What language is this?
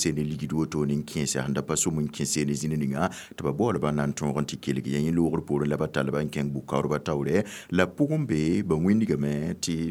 Mossi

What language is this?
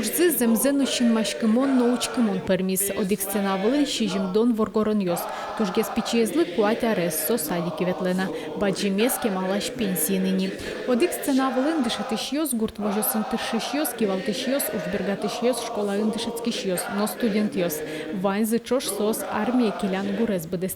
Udmurt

